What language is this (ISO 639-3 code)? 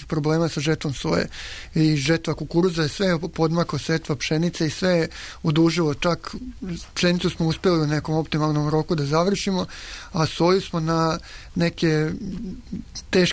srp